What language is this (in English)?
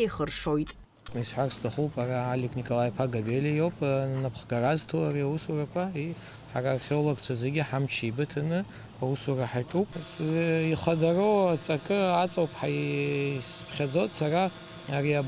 Abkhazian